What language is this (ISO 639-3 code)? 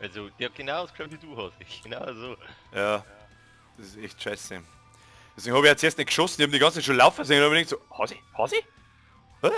bar